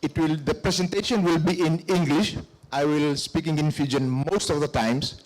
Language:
Fijian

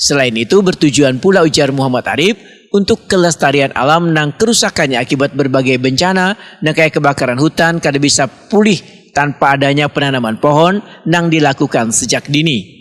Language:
Banjar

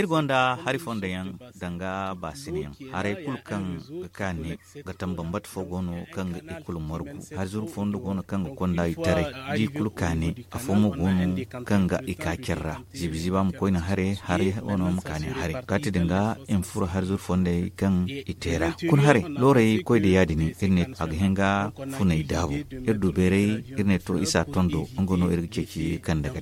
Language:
Zarma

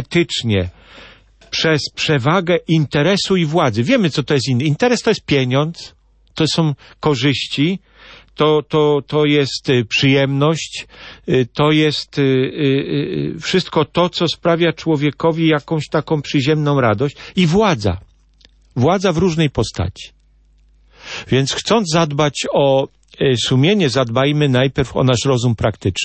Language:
Polish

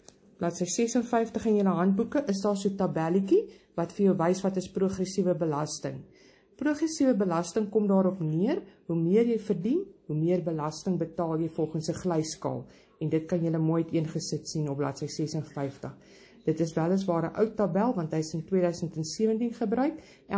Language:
Afrikaans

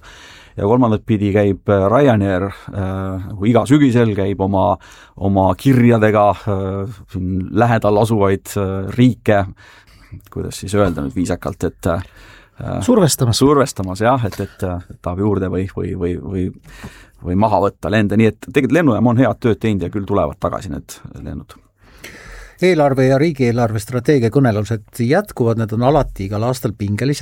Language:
Estonian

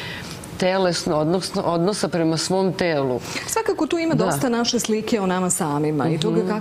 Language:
Serbian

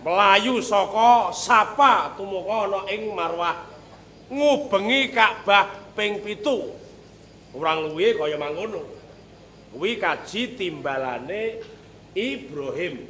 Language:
Javanese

